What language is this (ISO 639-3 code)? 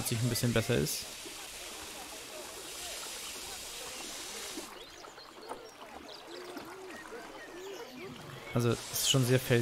deu